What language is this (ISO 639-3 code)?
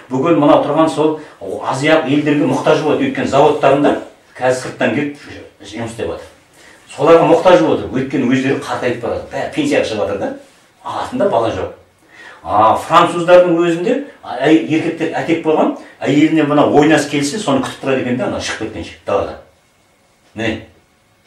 kaz